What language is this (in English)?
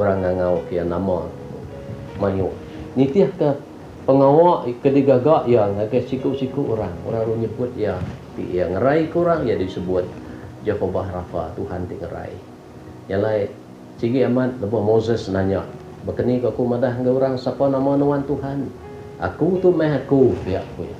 Iban